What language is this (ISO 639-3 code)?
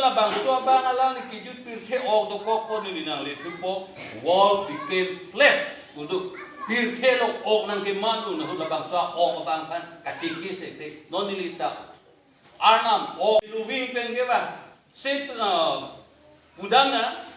mjw